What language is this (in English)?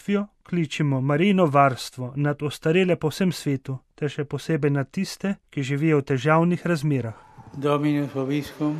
Slovenian